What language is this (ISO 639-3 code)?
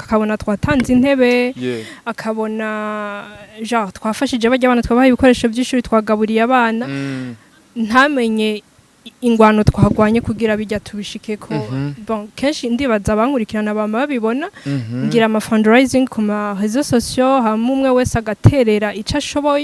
run